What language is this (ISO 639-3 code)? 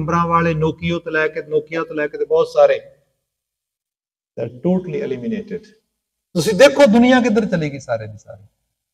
pan